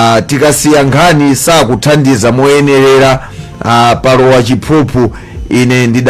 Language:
Nyanja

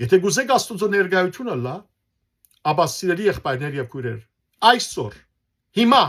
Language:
Western Armenian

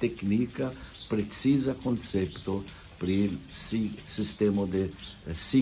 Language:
Esperanto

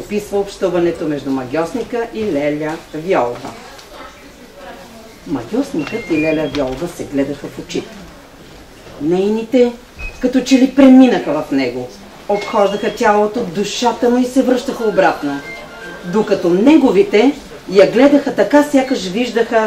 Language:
Bulgarian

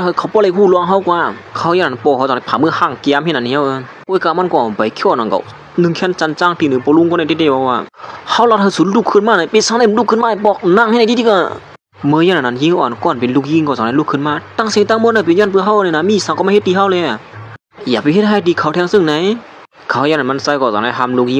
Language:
Shan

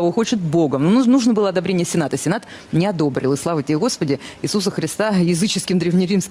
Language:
Russian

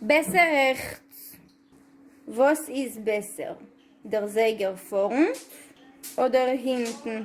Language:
Yiddish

